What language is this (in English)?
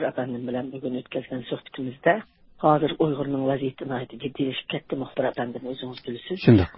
Uyghur